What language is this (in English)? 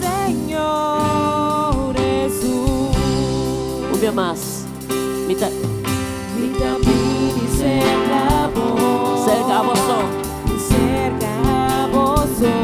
Papiamento